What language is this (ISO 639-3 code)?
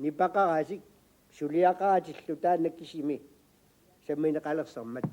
kal